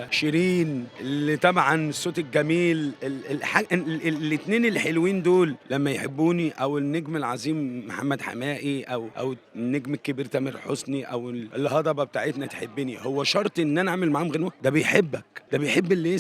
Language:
Egyptian Arabic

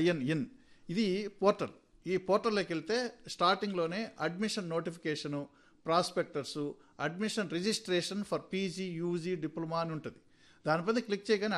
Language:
Telugu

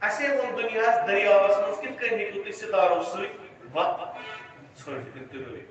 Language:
Kashmiri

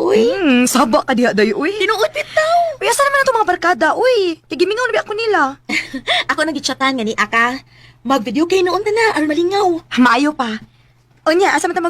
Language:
Cebuano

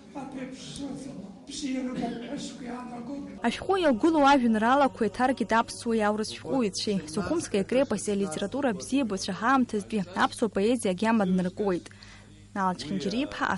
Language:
Abkhazian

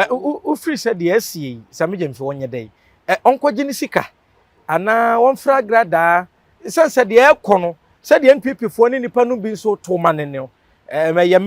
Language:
Akan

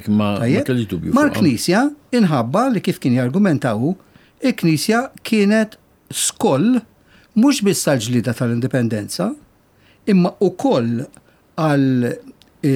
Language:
Maltese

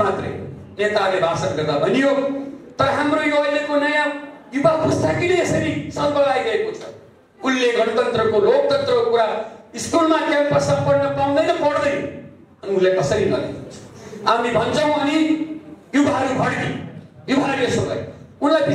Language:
Nepali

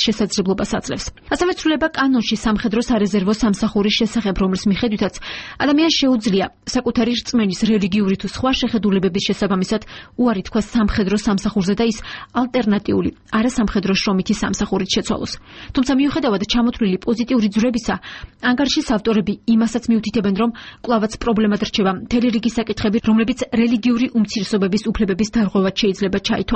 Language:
Georgian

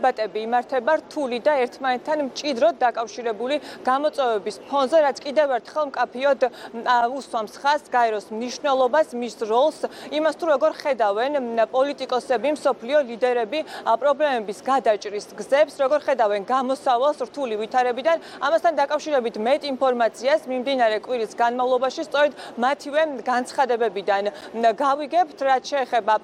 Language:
Georgian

